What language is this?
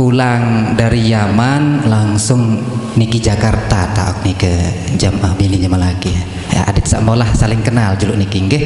Sasak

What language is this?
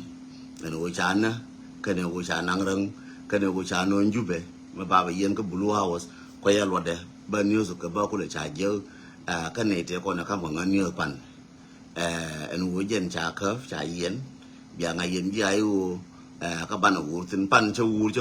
Nuer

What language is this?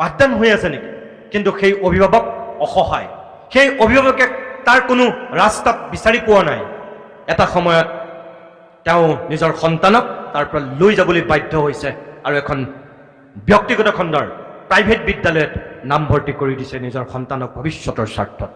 Assamese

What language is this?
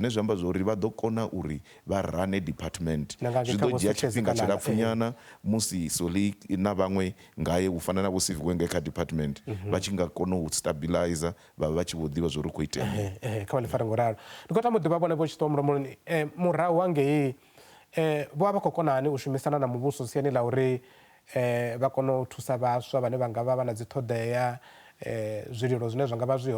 Venda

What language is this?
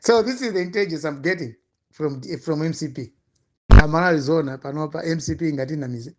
Nyanja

